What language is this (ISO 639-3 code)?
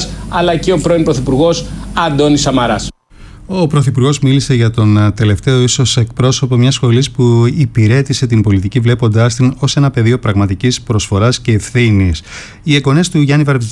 ell